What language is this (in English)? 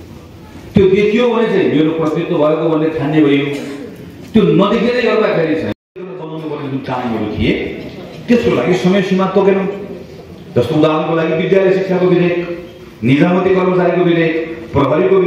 Nepali